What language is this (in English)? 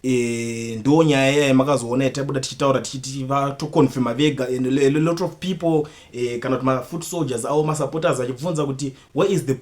Shona